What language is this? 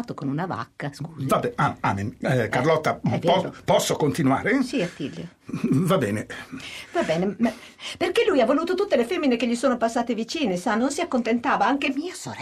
Italian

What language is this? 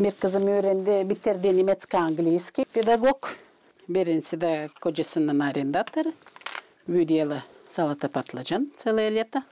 Gagauz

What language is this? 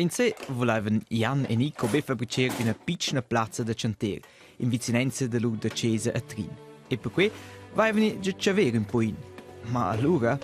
Romansh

